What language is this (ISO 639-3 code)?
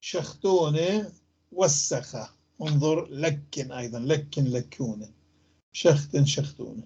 apc